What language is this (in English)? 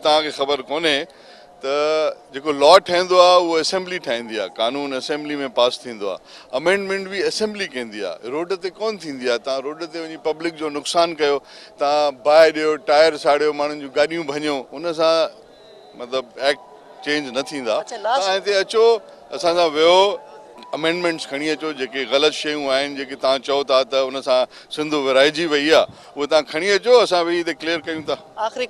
Sindhi